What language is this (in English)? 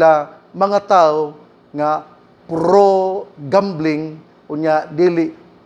Cebuano